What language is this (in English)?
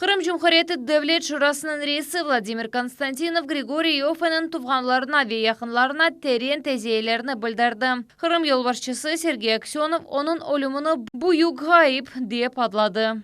Crimean Tatar